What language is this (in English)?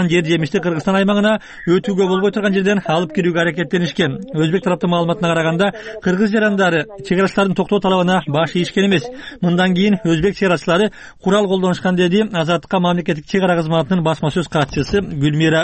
Kyrgyz